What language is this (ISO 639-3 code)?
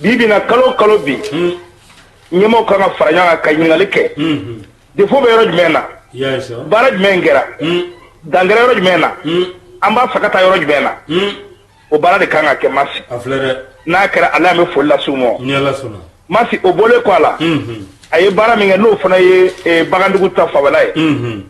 bam